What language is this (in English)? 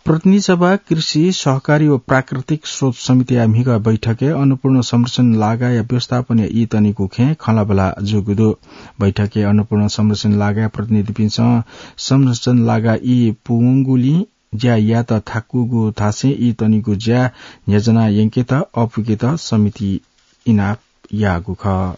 Newari